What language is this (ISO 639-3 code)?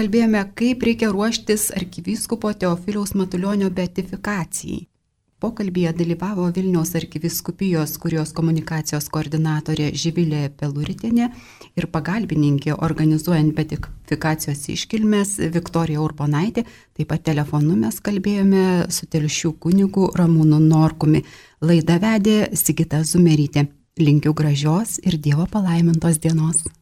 lit